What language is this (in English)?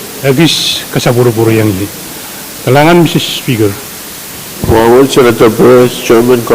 Pohnpeian